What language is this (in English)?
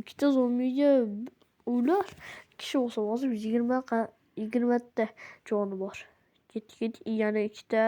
Uzbek